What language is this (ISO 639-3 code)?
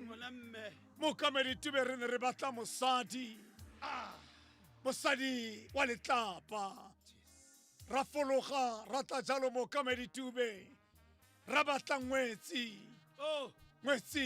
tsn